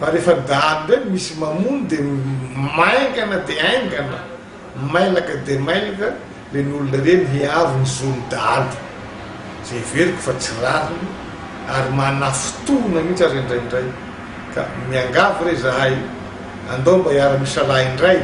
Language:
Malagasy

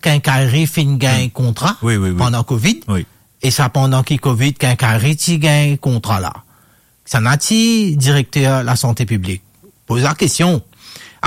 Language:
Morisyen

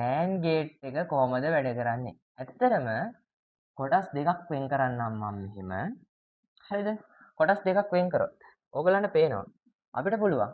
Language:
Sinhala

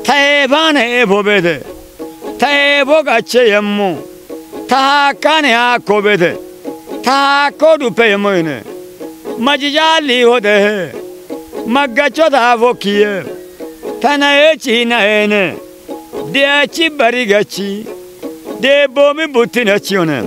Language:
Kafa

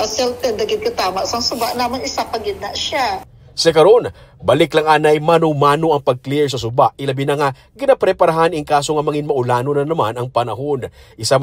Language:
Hiligaynon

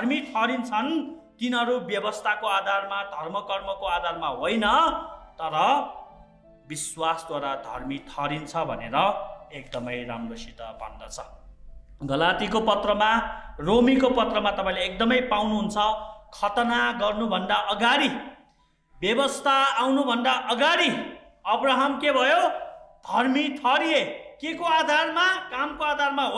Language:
Nepali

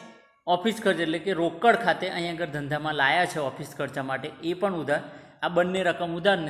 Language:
Gujarati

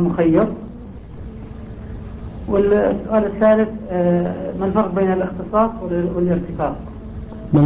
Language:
Arabic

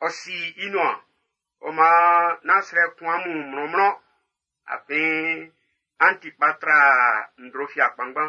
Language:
Baoulé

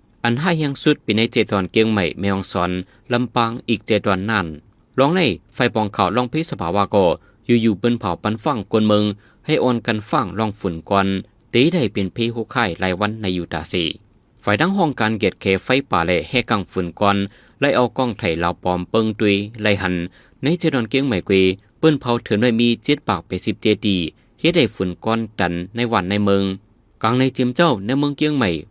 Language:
Shan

